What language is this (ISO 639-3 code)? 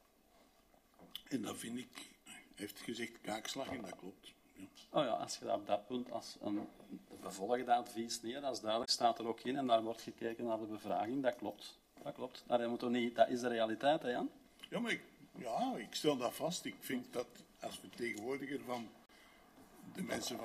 nld